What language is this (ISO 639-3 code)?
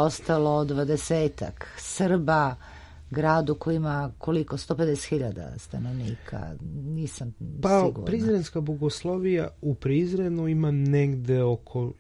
srp